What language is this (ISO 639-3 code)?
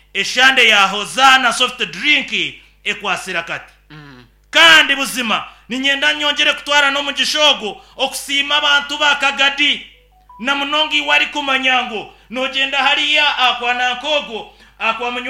nyn